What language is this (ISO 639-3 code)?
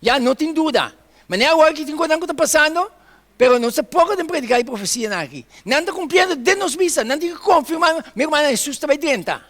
pap